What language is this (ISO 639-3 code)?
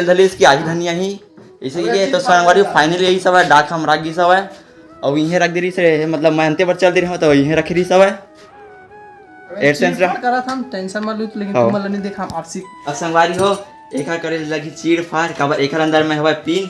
hne